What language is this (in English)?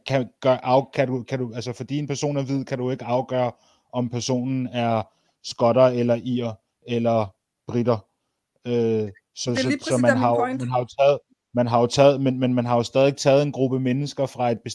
Danish